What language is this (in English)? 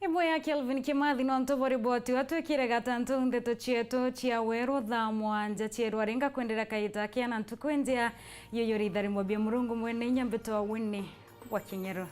Meru